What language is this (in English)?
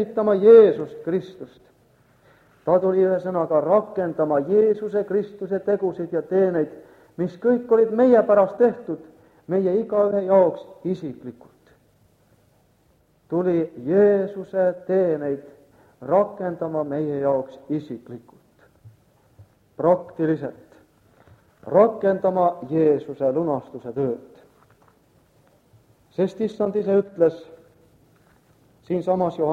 Estonian